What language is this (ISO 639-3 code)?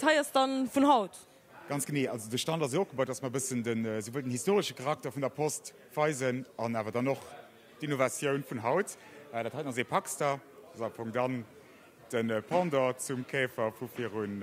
ltz